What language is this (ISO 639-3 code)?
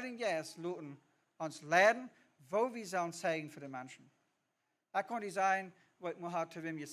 pdt